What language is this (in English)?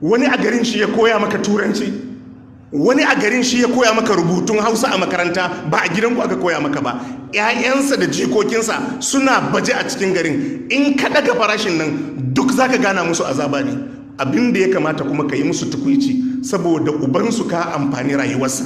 Hausa